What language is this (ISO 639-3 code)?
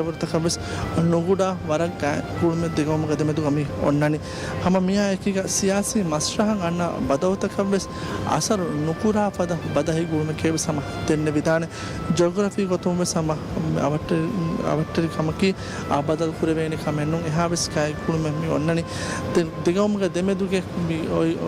div